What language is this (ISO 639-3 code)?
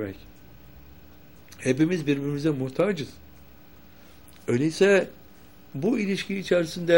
tur